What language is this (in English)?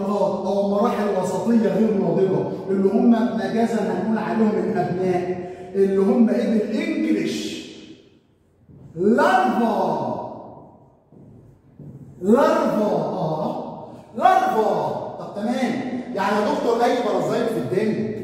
Egyptian Arabic